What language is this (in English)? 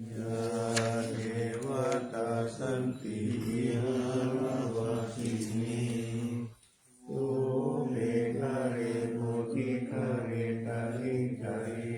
Pali